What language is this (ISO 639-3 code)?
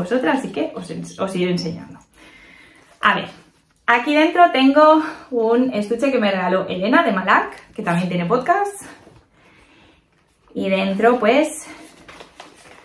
spa